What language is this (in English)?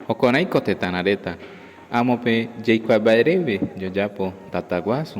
Guarani